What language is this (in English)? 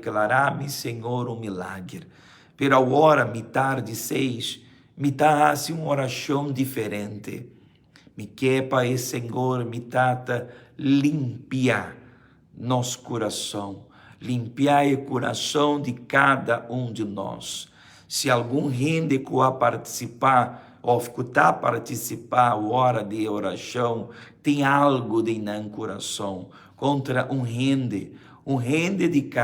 Papiamento